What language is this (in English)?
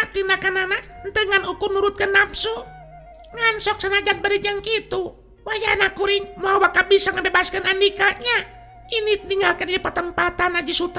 Sundanese